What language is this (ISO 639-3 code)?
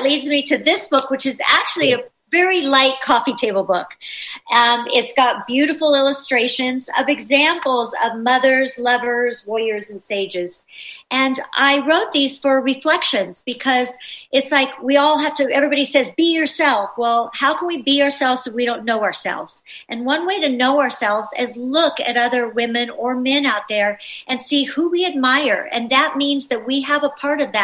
eng